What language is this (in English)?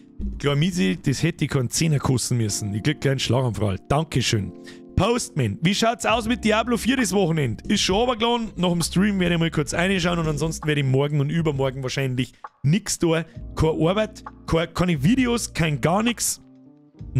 Bavarian